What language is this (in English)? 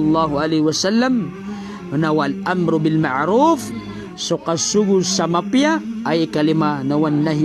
Maranao